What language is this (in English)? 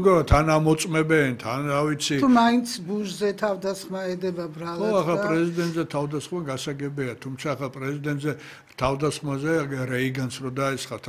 Georgian